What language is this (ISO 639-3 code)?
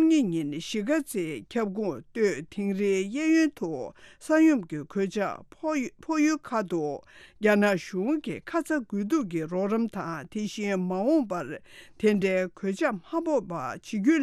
bod